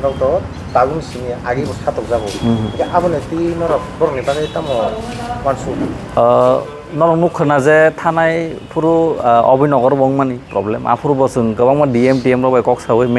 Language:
Kok Borok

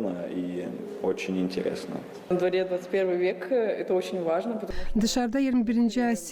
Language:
Gagauz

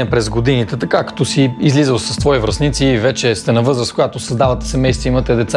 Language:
Bulgarian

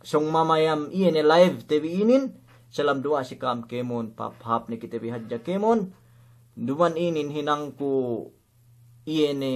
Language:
Yakan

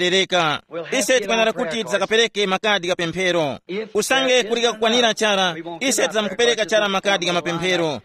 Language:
Tumbuka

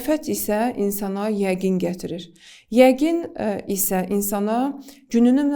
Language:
Azerbaijani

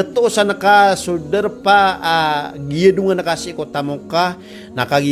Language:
Maranao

